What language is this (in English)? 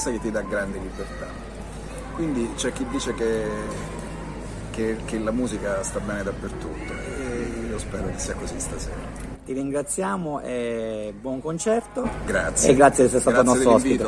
Italian